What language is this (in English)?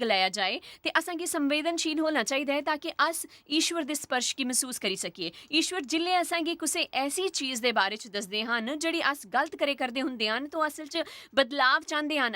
Dogri